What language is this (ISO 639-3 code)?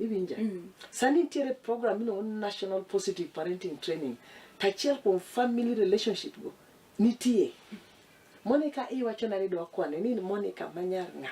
luo